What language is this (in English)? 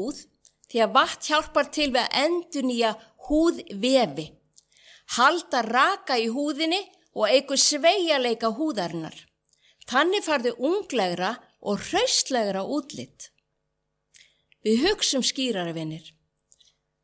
Icelandic